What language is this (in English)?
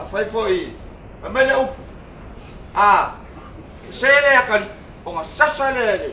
Samoan